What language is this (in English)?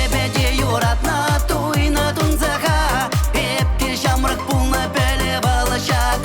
Chuvash